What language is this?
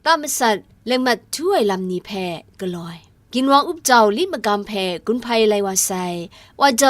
Kachin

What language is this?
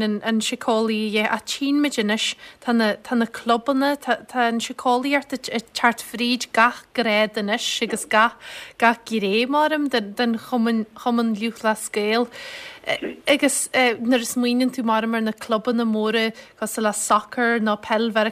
Irish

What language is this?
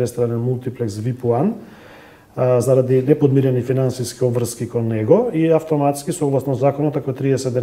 Macedonian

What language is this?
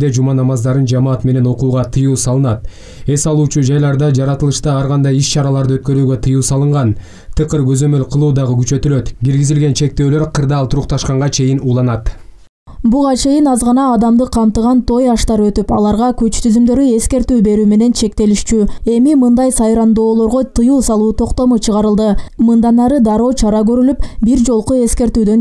Kyrgyz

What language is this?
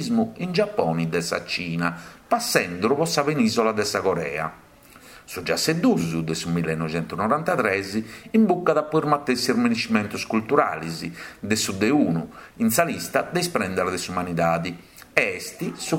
Sardinian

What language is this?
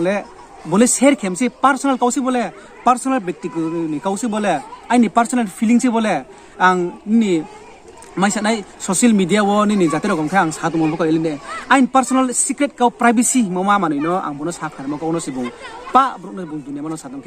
Riang (India)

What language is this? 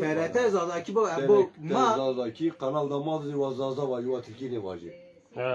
Zaza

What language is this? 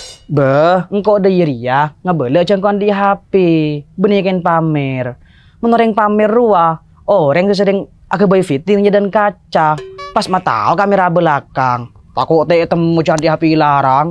Madurese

